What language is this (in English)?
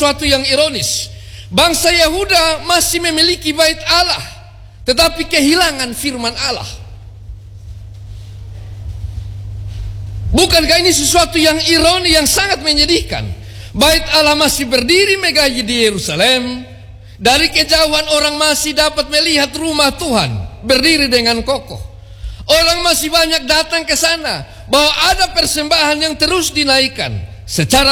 Indonesian